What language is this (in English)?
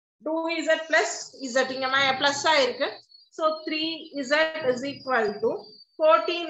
Tamil